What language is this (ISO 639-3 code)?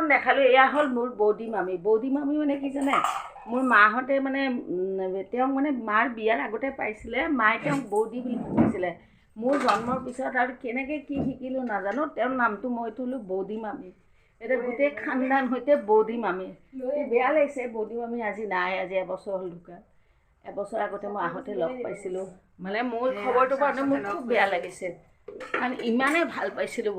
asm